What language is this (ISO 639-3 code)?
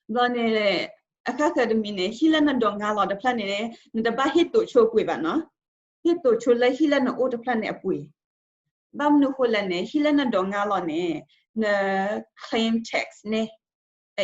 ksw